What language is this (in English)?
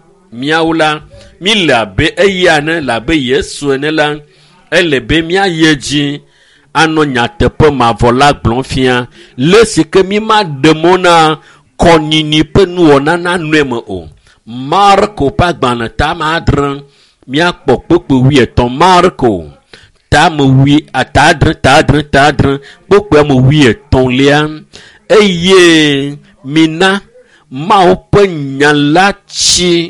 Ewe